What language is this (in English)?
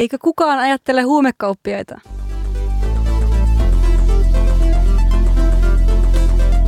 Finnish